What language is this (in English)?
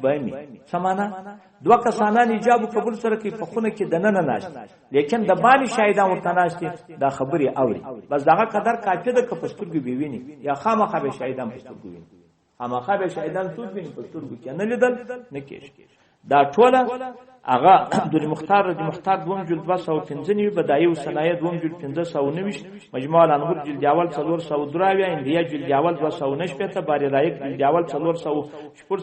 Pashto